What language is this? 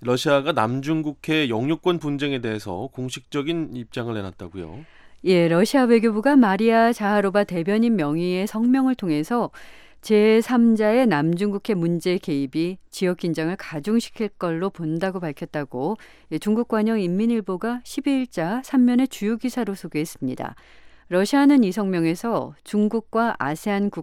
Korean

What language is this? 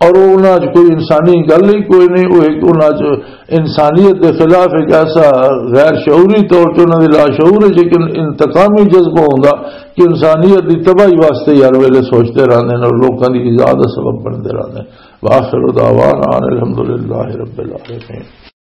Western Panjabi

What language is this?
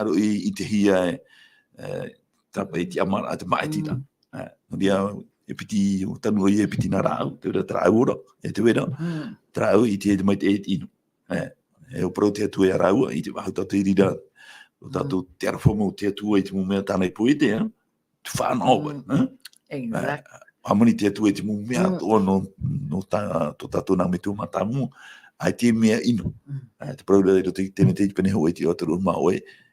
Tahitian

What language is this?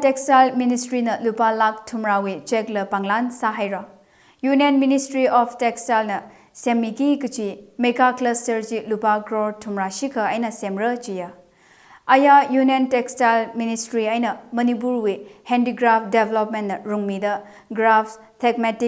Tangkhul Naga (India)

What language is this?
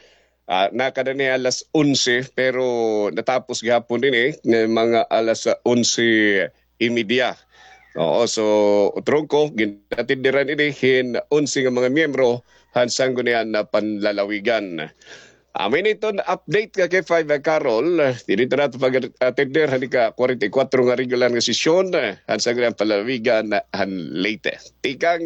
Waray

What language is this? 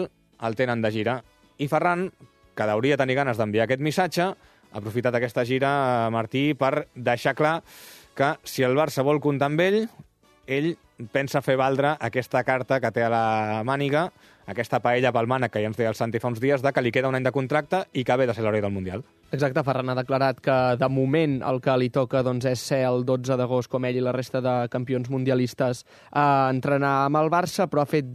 Catalan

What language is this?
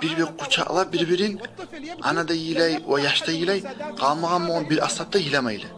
Kumyk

